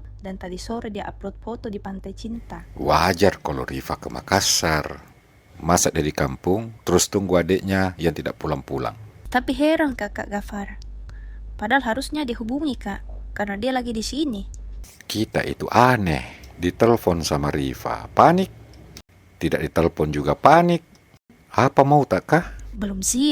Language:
Makassar Malay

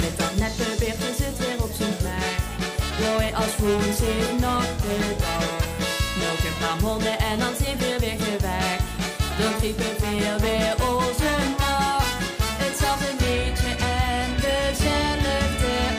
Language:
Limburgish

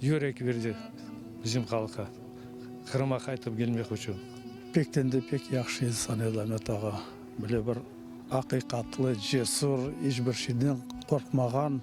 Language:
Crimean Tatar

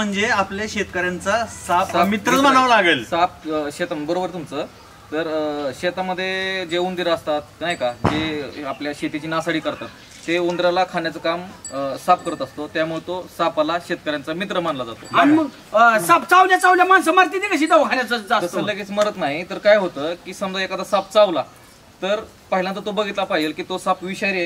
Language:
Marathi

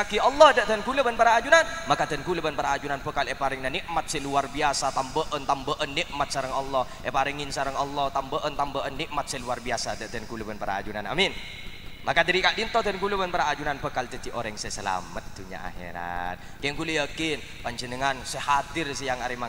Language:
Madurese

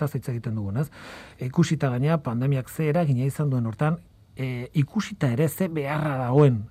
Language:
Basque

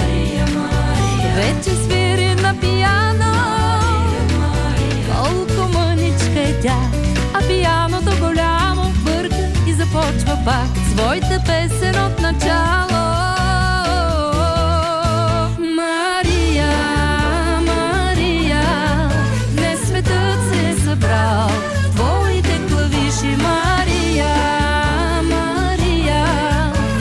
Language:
Bulgarian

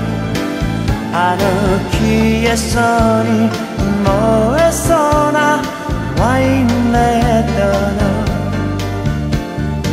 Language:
Japanese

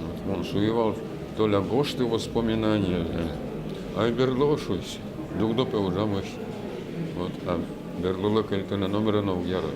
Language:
Udmurt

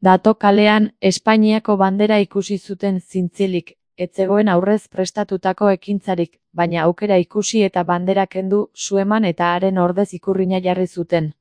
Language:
Basque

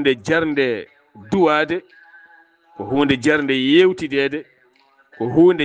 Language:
Fula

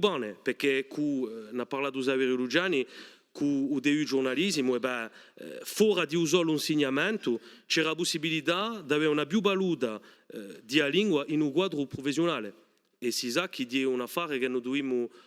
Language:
Corsican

